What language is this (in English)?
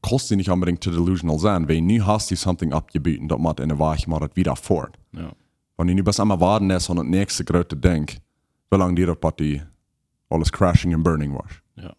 Plautdietsch